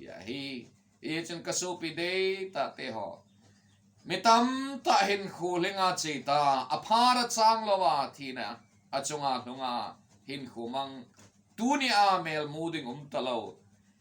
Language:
Thado Chin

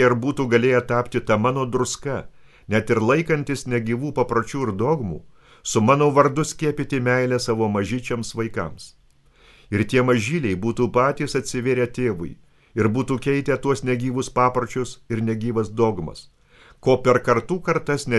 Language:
Lithuanian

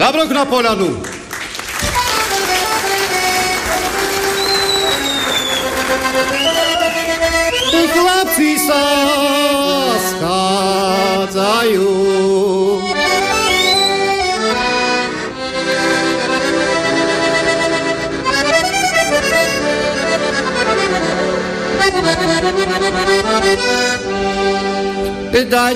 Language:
Slovak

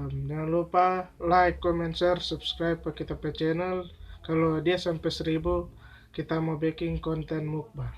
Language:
Manado Malay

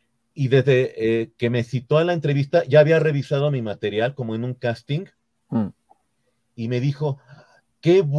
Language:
Spanish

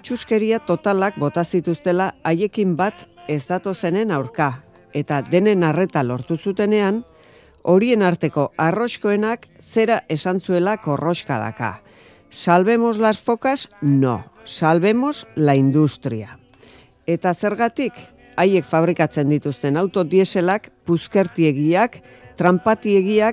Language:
Basque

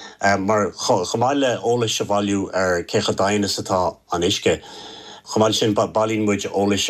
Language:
Irish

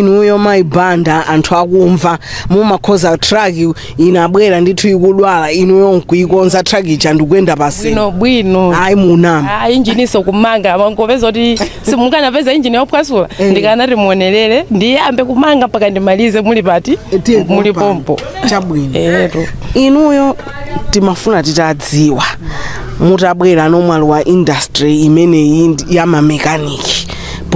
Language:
Nyanja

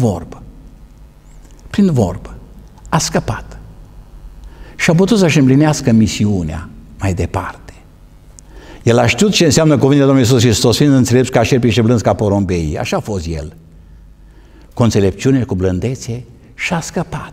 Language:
Romanian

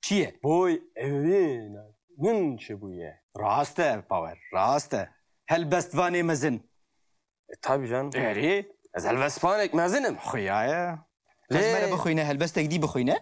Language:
Kurdish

